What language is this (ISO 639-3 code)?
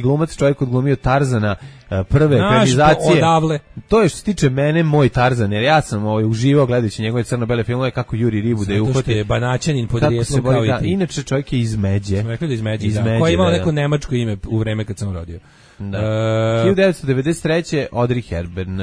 srp